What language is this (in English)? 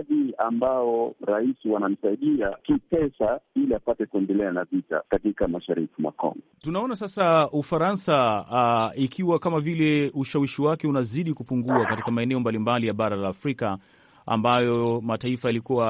Swahili